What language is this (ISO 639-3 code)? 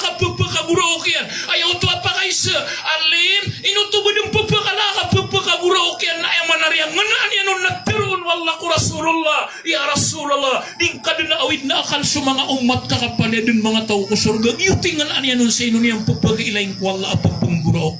mrw